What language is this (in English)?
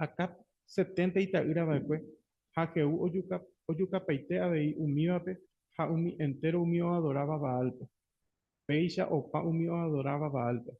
Guarani